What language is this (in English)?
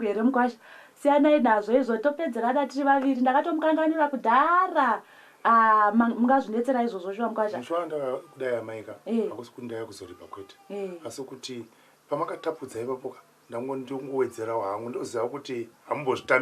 Shona